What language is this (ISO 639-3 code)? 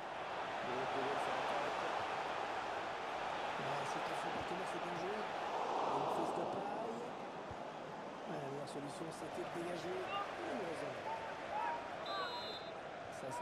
fra